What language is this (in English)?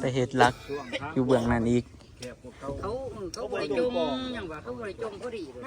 Northeastern Thai